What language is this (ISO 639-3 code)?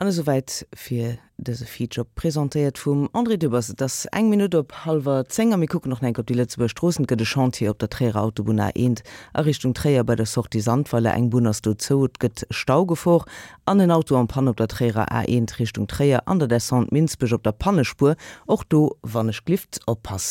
ltz